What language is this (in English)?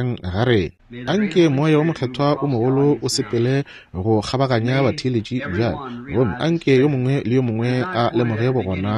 Northern Sotho